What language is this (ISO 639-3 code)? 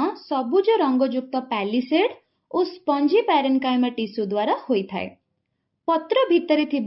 ori